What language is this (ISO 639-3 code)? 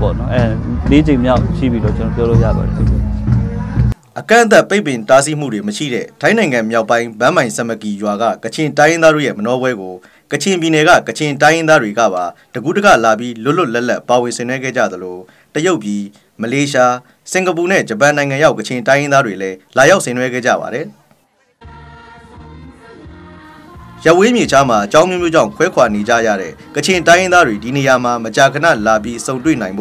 mya